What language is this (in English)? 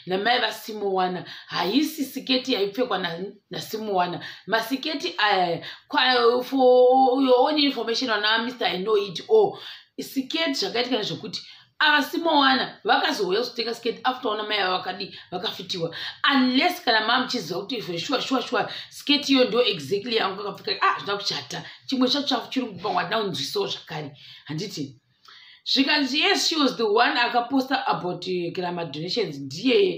Shona